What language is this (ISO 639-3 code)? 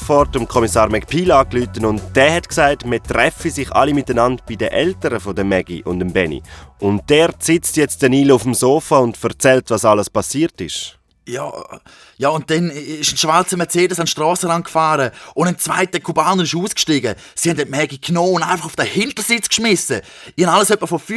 gsw